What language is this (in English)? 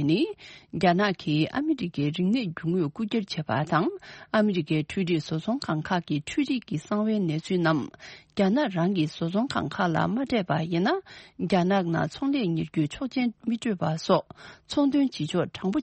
Tibetan